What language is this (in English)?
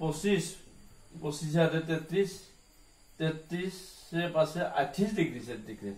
Assamese